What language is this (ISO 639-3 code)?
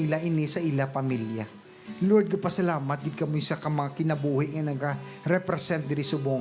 hil